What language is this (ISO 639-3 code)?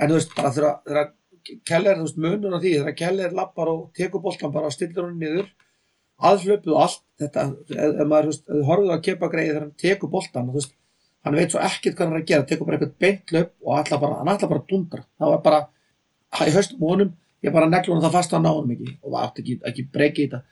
isl